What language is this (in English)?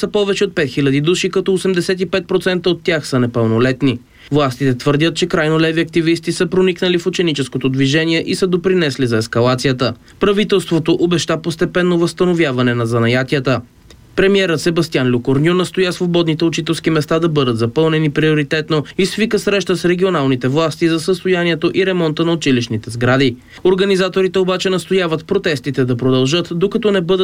Bulgarian